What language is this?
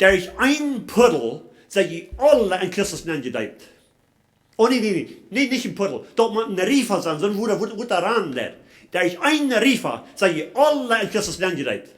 Plautdietsch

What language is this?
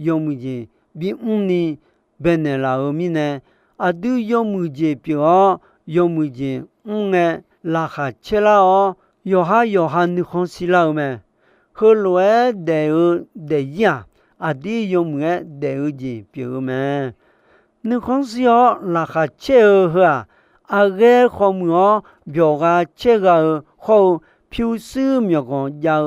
Akha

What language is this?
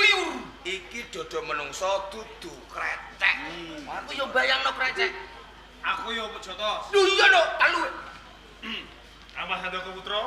Javanese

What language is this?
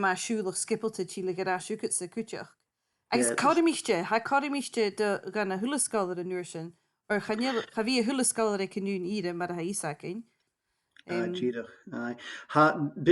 Scottish Gaelic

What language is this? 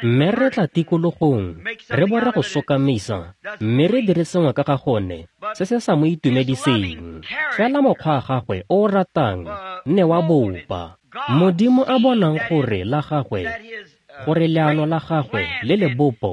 Tswana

